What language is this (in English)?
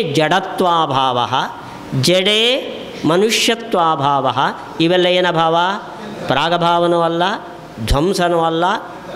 Kannada